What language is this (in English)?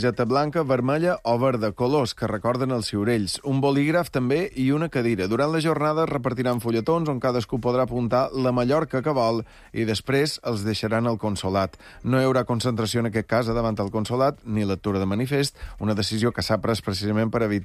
Catalan